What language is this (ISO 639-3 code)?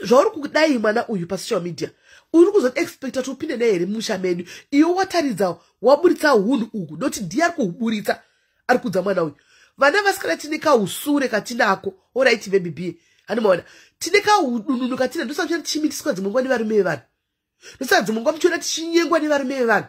sna